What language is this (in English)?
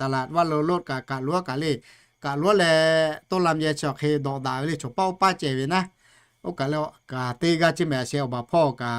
Lahu